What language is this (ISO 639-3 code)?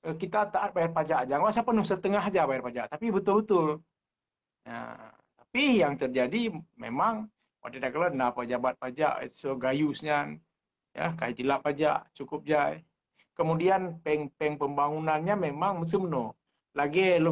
ace